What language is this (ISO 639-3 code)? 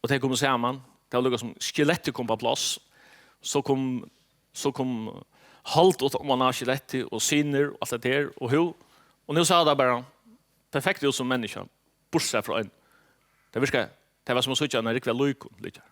fao